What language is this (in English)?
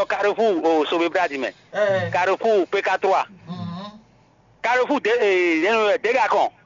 Fon